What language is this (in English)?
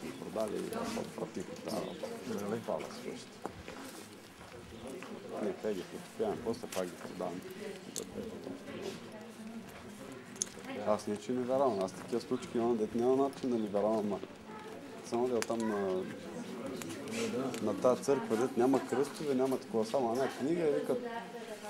Bulgarian